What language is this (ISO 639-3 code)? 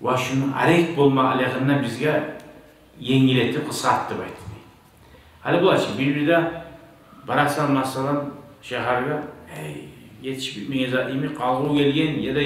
kum